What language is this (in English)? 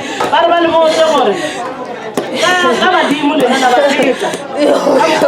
Northern Sotho